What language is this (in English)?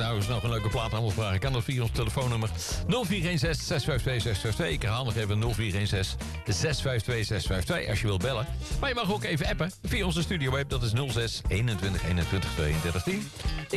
Dutch